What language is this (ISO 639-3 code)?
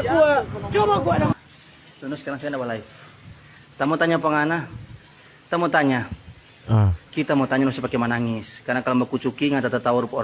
xmm